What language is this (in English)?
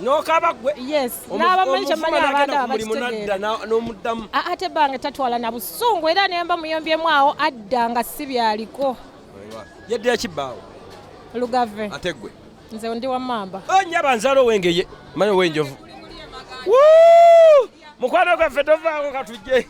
Ganda